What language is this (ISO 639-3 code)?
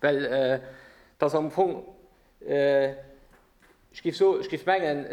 ltz